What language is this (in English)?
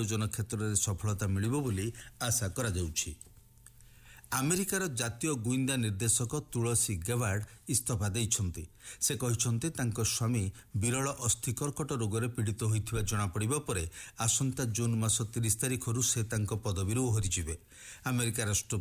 Odia